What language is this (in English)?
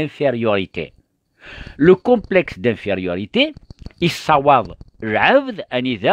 Kabyle